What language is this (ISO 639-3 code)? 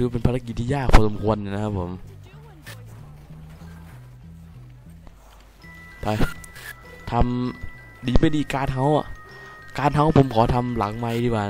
tha